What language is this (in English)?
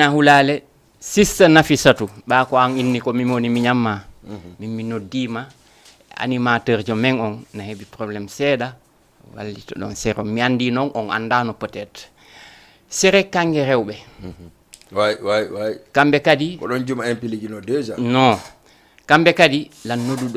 Fula